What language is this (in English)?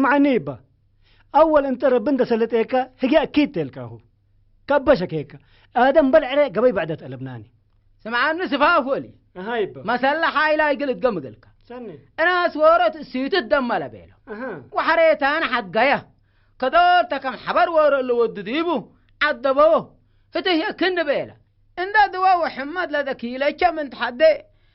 Tigrinya